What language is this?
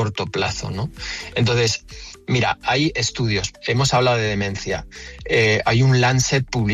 Spanish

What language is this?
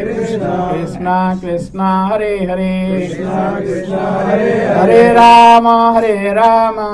Odia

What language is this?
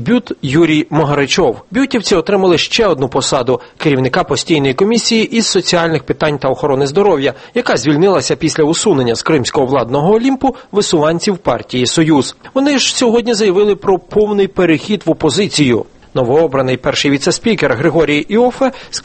Ukrainian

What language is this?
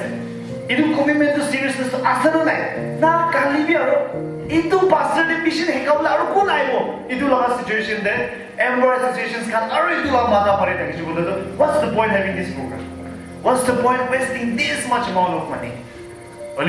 Naga Pidgin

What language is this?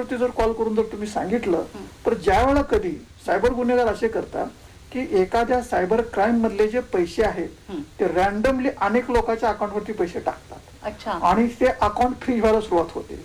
Marathi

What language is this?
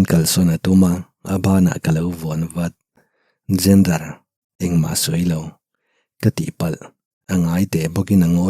Mizo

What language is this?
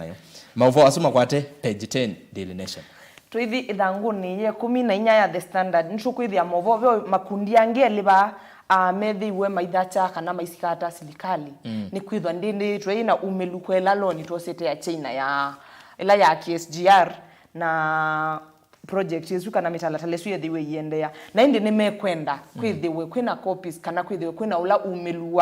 Kamba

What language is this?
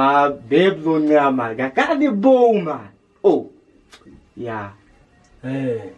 Kwangali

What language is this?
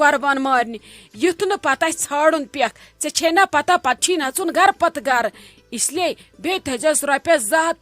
Kashmiri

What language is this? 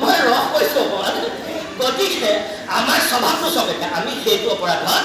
Assamese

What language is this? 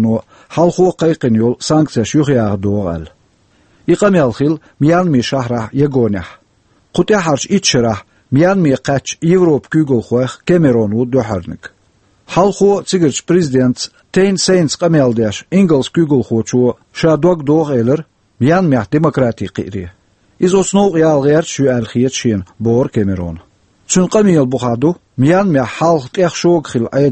Chechen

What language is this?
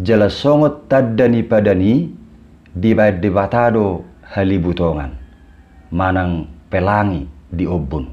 Batak Toba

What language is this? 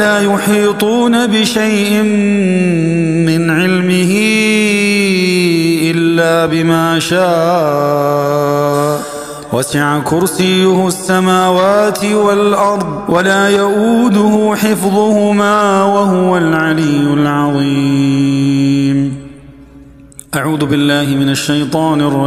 Arabic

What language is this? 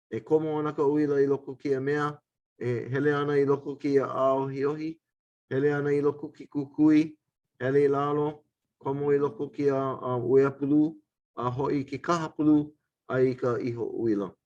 Hawaiian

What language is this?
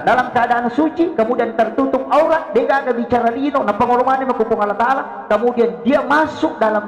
Buginese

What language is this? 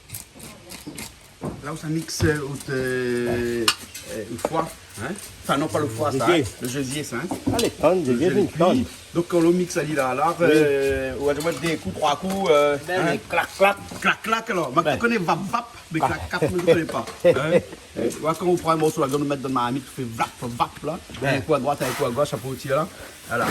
Réunion Creole French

